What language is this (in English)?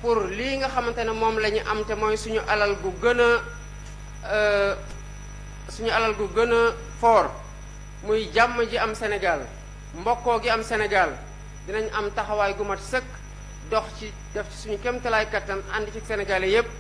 Wolof